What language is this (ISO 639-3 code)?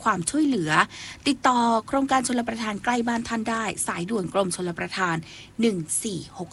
tha